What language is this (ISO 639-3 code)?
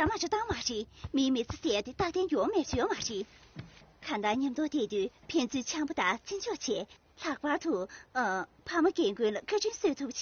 bod